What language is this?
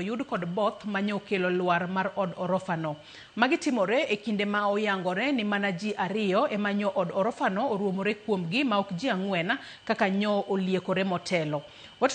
Luo (Kenya and Tanzania)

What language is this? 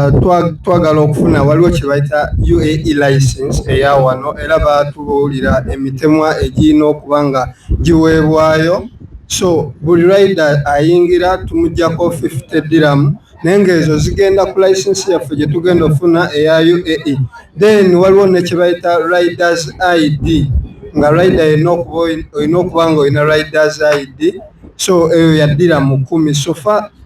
Soga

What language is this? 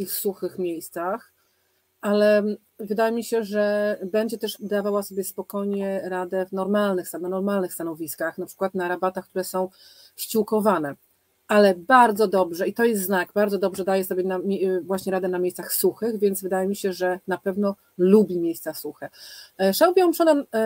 Polish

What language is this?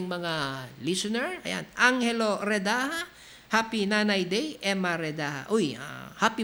Filipino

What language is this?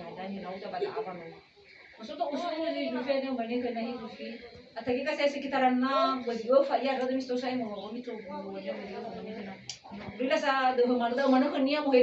Nias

